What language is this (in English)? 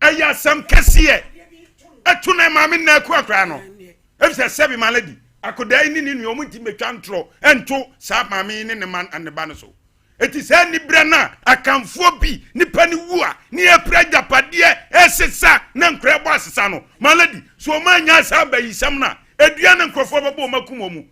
Akan